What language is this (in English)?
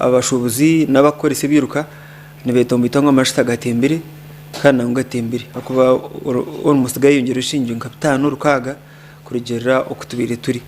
Nyankole